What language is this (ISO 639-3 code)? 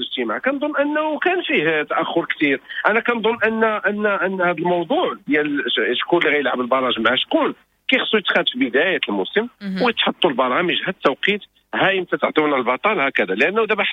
ary